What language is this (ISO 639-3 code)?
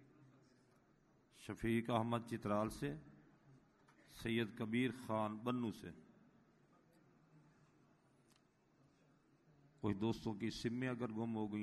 urd